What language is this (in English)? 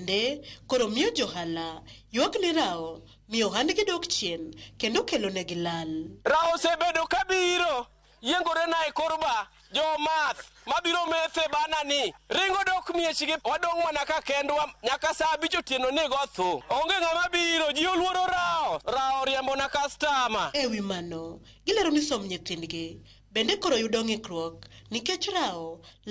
Luo (Kenya and Tanzania)